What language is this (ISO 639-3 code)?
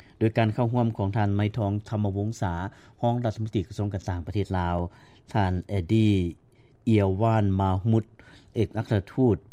lao